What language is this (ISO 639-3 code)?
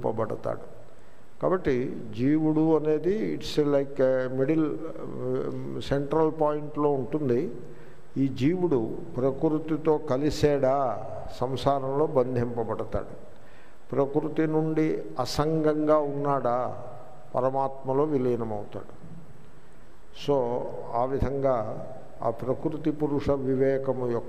tel